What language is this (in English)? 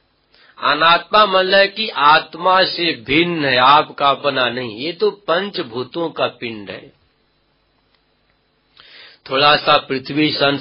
Hindi